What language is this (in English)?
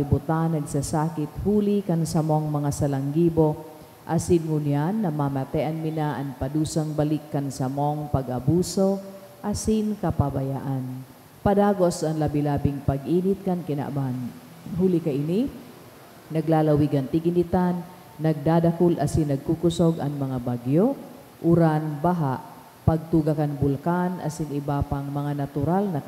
Bikol